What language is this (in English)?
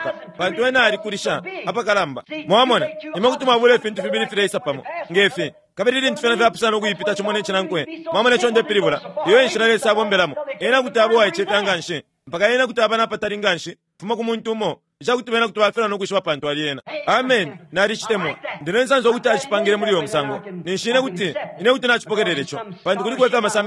Bemba